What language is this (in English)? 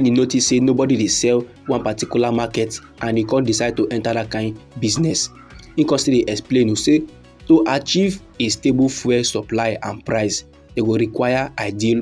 Nigerian Pidgin